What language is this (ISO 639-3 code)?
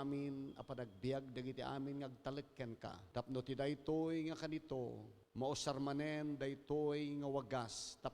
ilo